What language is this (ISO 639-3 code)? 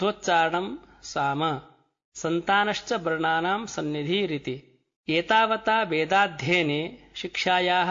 san